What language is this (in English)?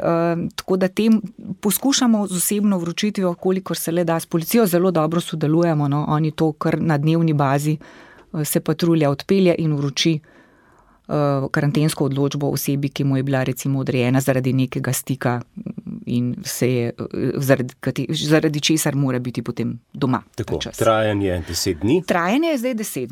Slovenian